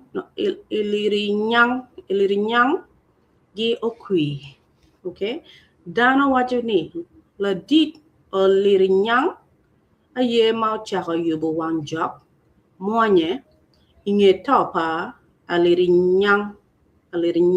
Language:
Acoli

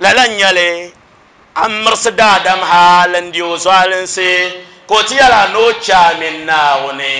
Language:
Dagbani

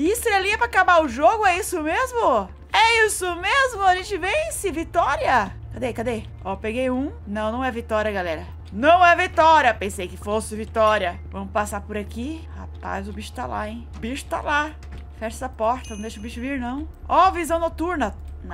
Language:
Portuguese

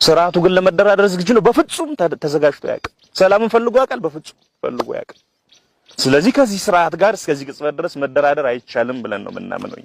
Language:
Amharic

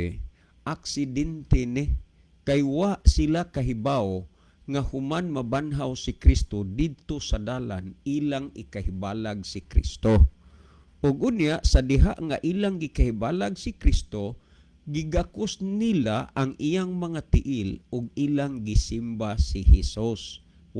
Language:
Cebuano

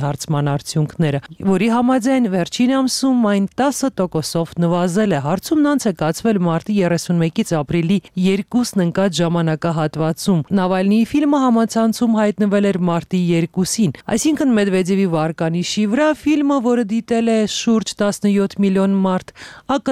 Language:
Armenian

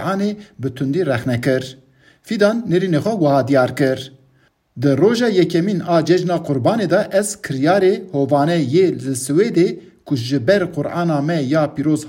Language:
Kurdish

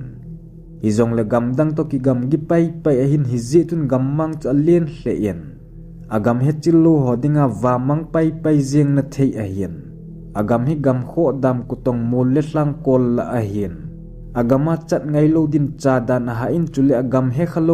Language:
Thado Chin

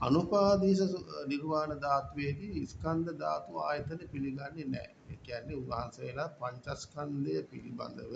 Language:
Sinhala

